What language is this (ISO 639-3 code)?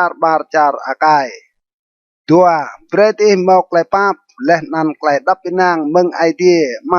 rad